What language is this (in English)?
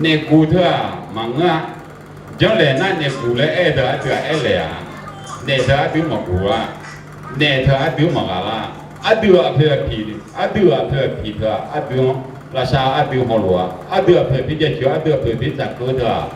Akha